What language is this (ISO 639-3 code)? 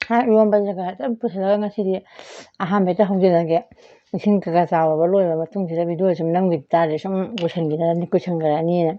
mni